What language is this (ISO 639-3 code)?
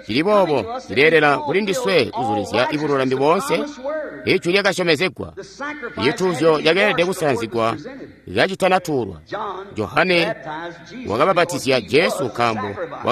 toi